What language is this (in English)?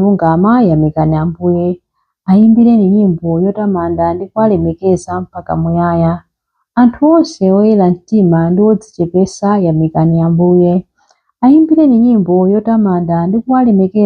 Nyanja